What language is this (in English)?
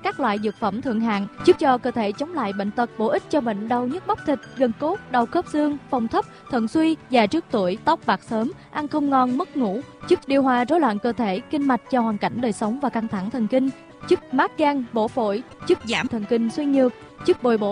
Vietnamese